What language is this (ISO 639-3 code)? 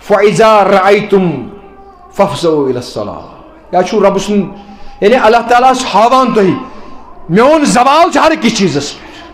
kas